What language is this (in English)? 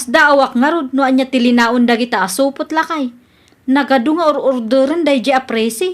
Iloko